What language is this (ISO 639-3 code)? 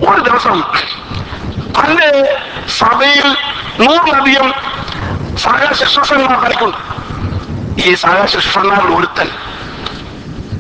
mal